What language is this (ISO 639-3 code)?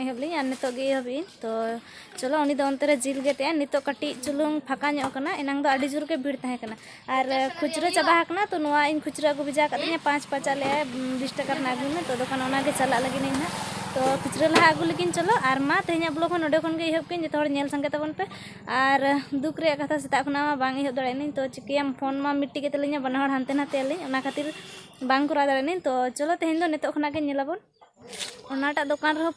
sat